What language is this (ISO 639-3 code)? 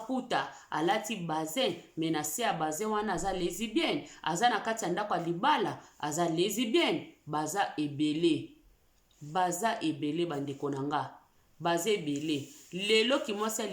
lin